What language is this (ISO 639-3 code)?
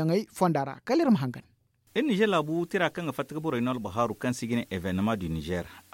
dje